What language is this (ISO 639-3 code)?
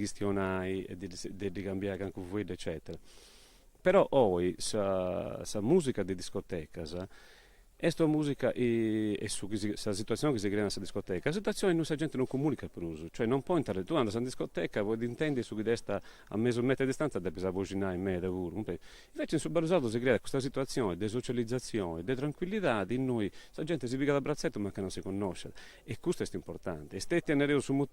srd